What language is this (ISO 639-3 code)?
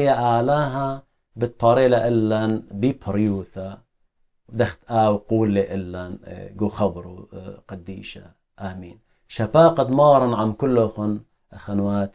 aii